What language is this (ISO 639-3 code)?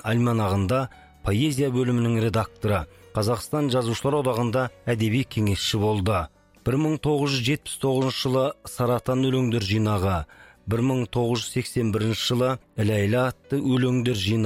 kaz